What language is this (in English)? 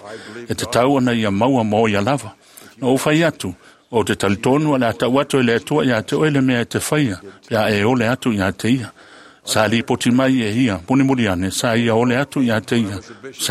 Samoan